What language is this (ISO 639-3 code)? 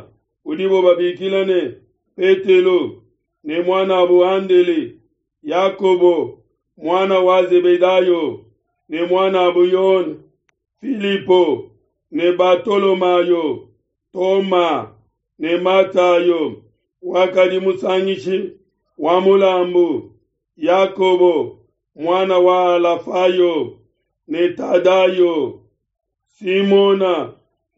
lua